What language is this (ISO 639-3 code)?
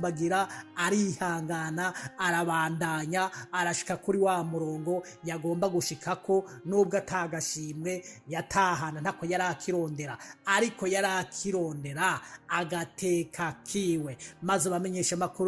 run